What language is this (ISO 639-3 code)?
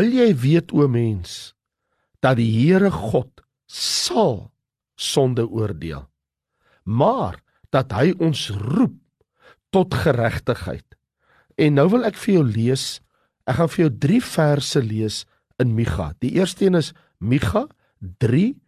afr